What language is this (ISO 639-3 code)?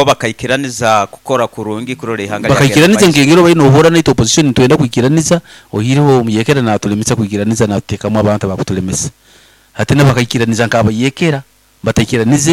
nyo